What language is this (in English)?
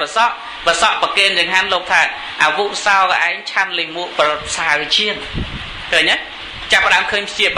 Khmer